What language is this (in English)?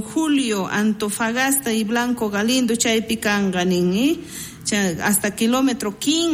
South Bolivian Quechua